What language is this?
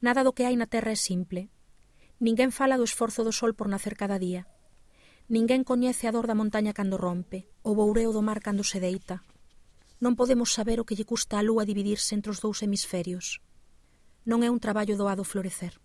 Galician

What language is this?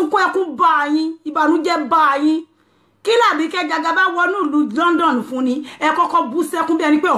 Yoruba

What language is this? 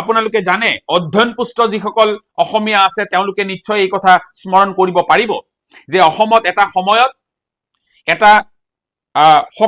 Assamese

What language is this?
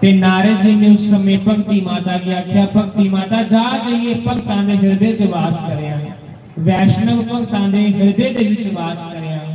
Dogri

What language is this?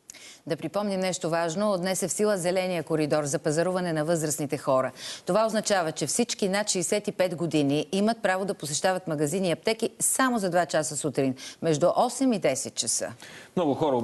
Bulgarian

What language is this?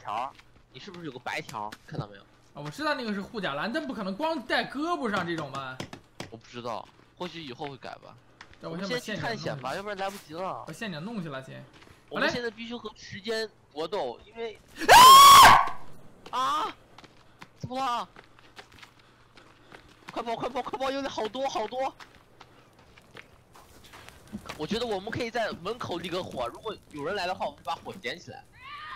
Chinese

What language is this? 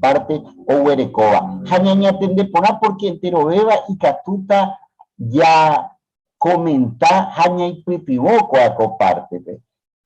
Guarani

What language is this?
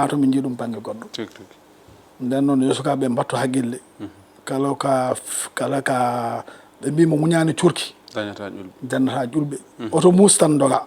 Fula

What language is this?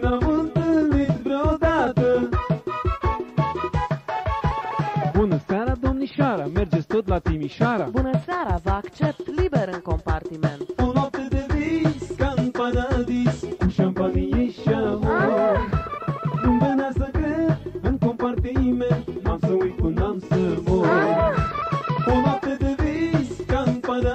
Romanian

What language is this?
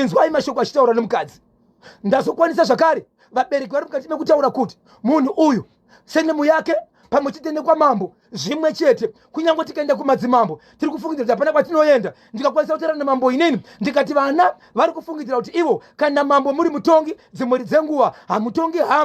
Shona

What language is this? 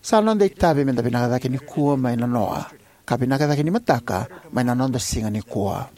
Fijian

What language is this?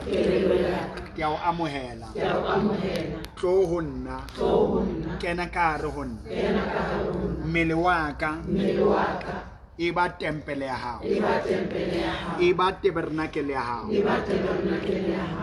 Southern Sotho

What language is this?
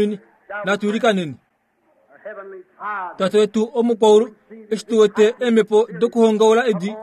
Kuanyama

